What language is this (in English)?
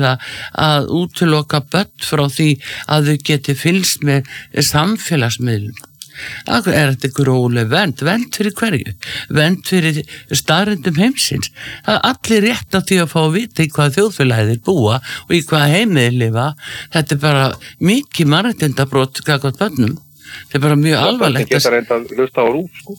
Icelandic